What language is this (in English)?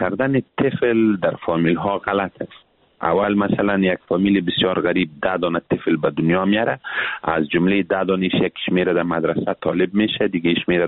Persian